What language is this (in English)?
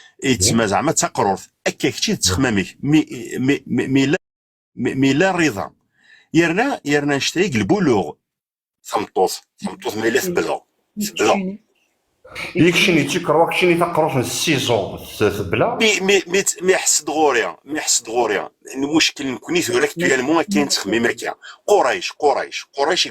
Kabyle